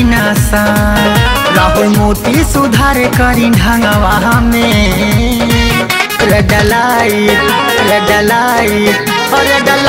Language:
Bhojpuri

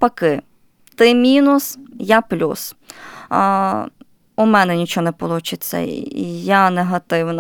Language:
Ukrainian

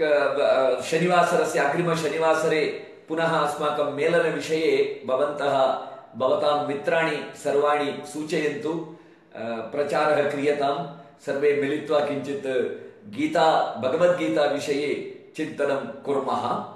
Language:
Sanskrit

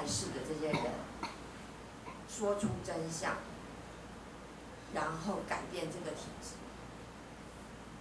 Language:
Chinese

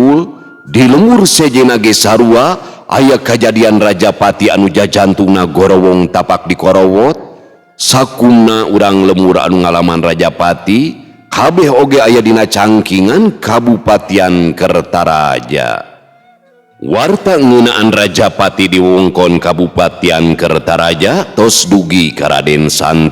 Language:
Sundanese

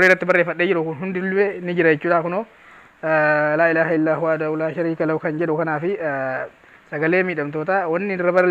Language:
Oromo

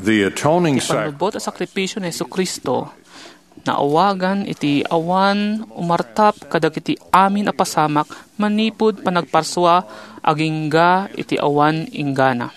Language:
Iloko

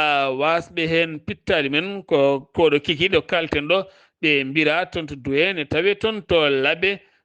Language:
Fula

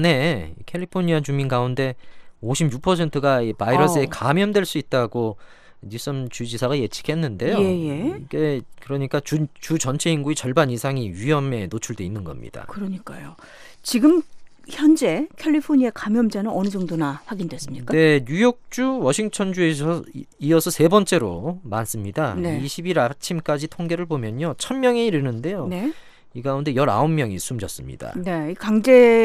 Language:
Korean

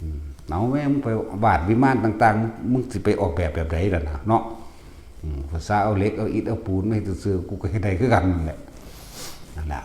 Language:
Northeastern Thai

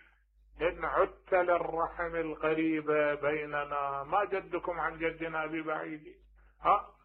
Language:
Mesopotamian Arabic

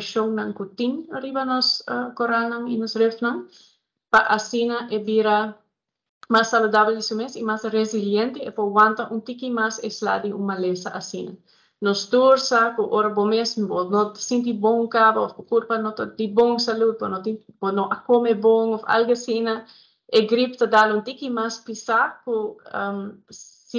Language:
Papiamento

